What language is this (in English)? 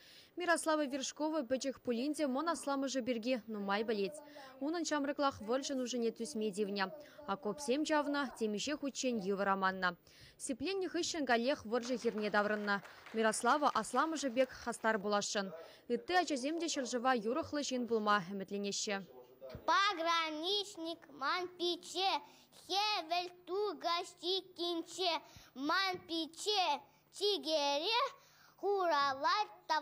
Chuvash